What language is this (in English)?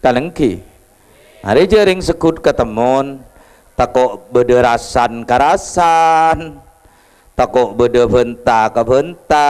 Madurese